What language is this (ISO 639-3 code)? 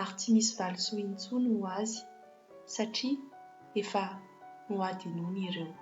mlg